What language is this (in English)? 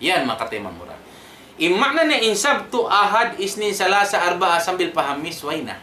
Tausug